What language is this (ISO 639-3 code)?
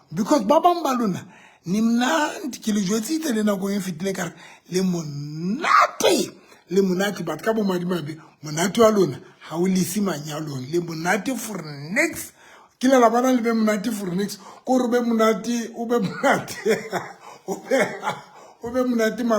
sot